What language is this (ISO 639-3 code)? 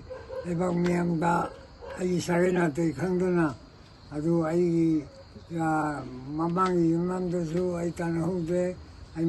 mni